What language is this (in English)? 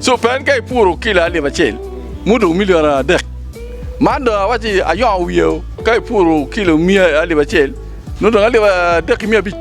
Acoli